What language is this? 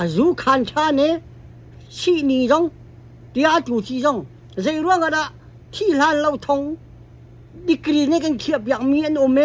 Hakha Chin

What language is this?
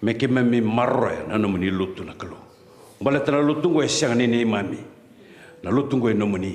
Fijian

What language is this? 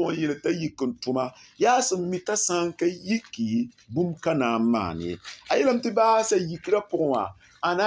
Mossi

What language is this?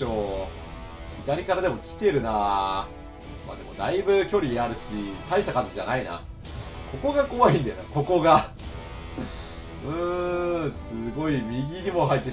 Japanese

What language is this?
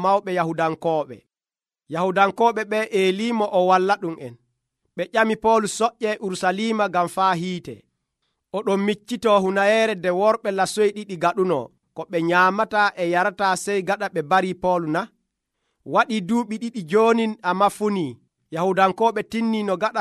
Nigerian Fulfulde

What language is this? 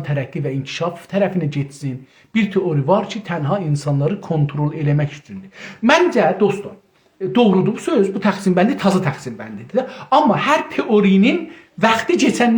South Azerbaijani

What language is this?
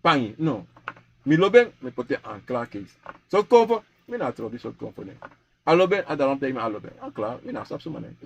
Sranan Tongo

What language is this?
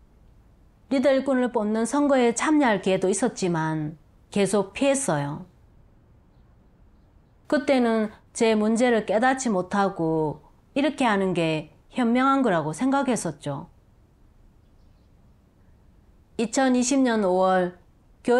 Korean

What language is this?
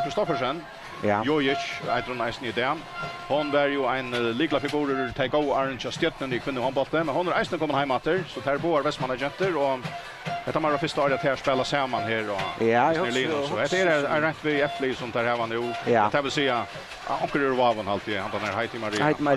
Faroese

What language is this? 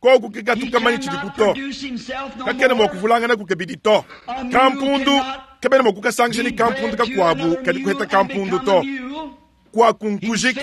Luba-Lulua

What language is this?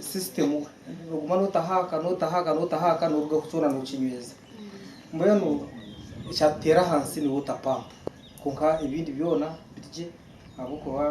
Nyankole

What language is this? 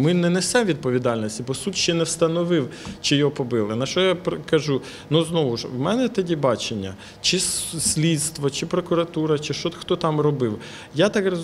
Ukrainian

